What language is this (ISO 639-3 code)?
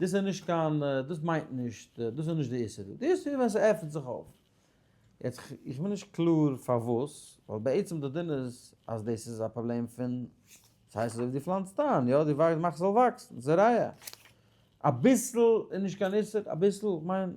yid